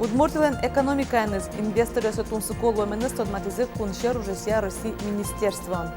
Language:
Udmurt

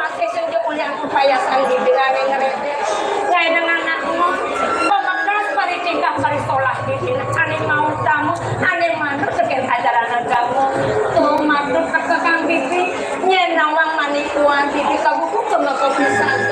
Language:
Balinese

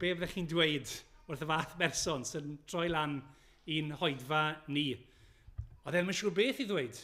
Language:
Welsh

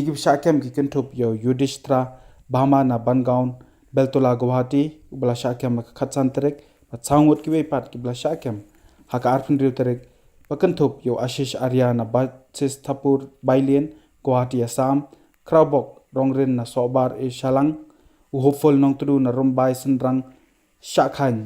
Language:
Khasi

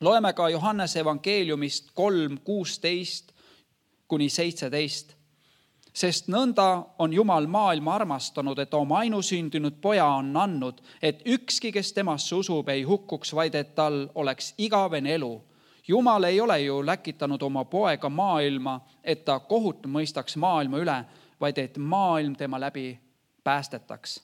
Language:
Estonian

